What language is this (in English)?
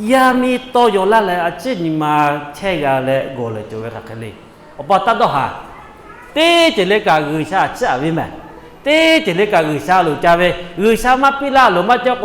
Lahu